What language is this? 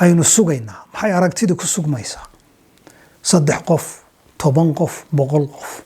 Somali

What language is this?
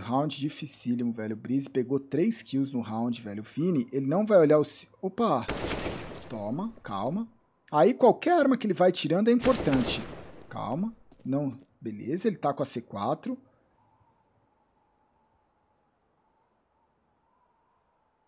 Portuguese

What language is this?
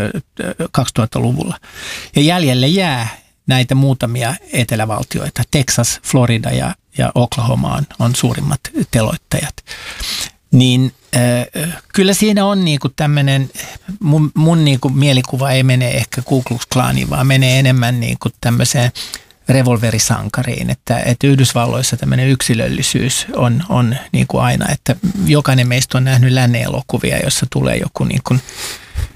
Finnish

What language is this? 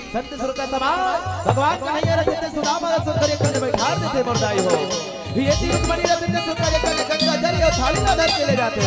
Chhattisgarhi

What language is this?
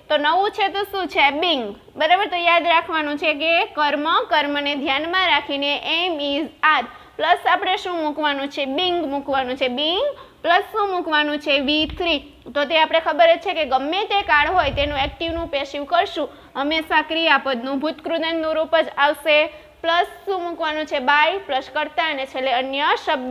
Gujarati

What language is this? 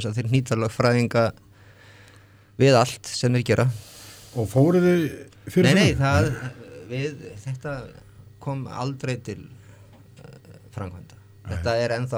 Icelandic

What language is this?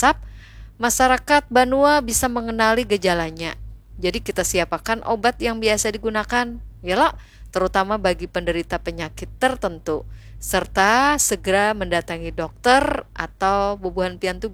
Banjar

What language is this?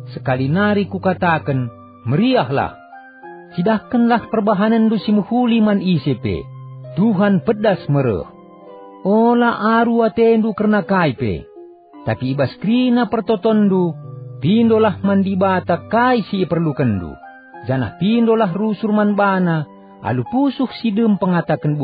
Batak Karo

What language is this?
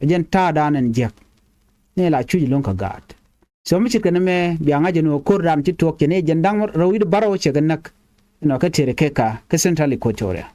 Nuer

